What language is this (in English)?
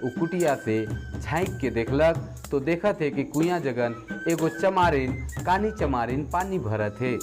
Sadri